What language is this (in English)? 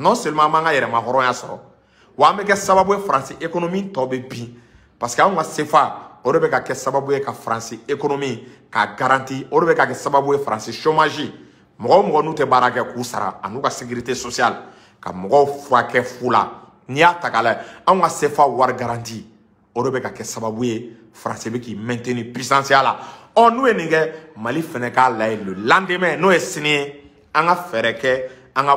Bambara